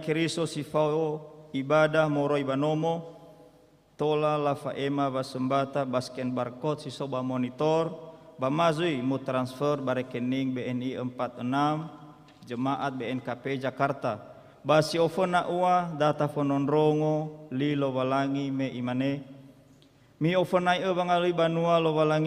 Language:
Nias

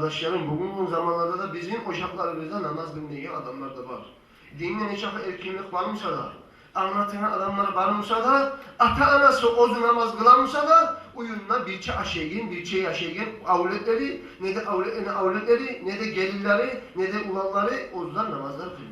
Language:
Kumyk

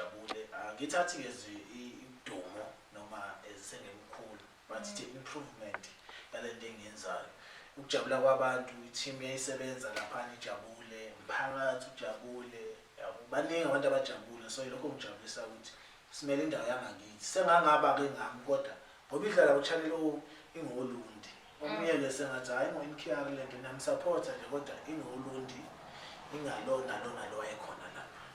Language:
Zulu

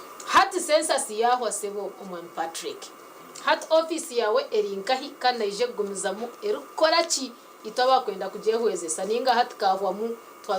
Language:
Nyankole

